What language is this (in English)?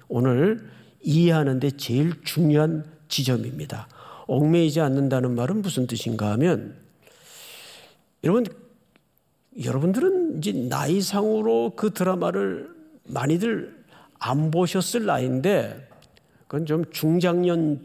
Korean